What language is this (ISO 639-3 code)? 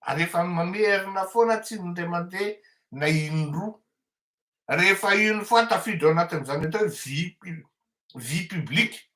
mlg